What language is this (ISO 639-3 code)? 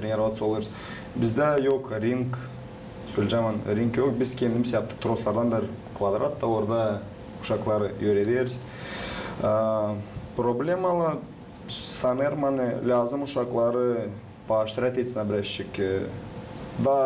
gag